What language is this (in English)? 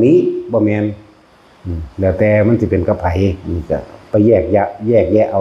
Northeastern Thai